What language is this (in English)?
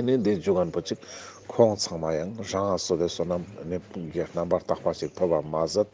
Ladakhi